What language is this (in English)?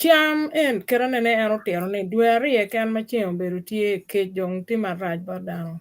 Acoli